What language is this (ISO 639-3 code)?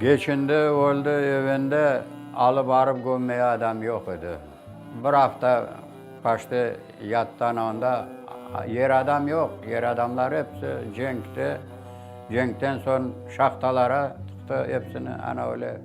crh